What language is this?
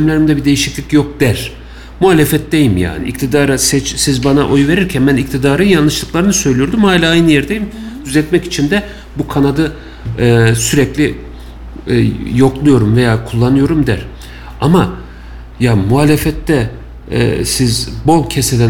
Turkish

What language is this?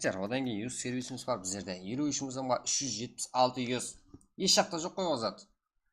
Kara-Kalpak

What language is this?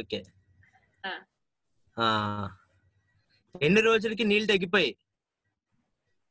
Telugu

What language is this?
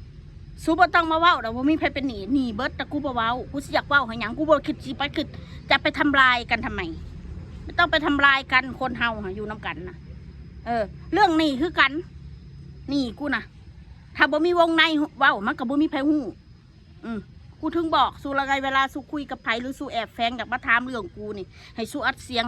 Northeastern Thai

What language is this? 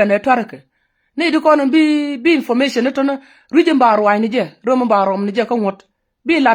Nuer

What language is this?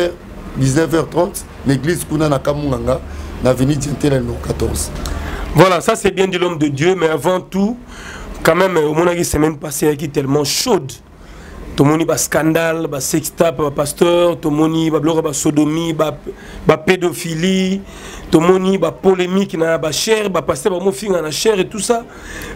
Lingala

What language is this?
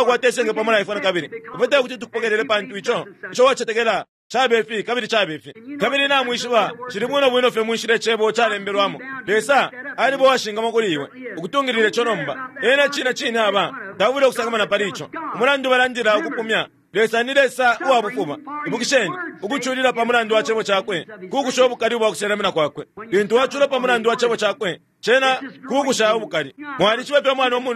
Bemba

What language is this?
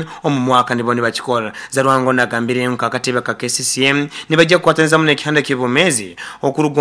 Nyoro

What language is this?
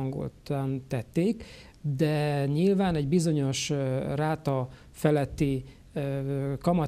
Hungarian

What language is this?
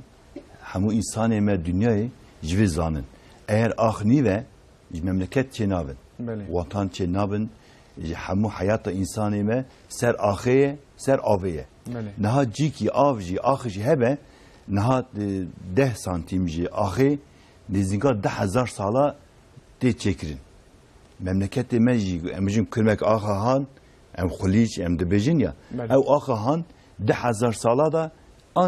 Kurdish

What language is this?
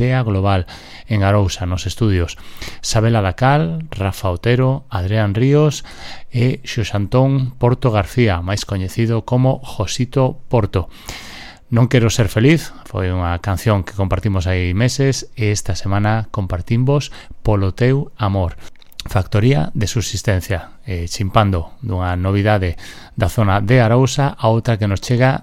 Galician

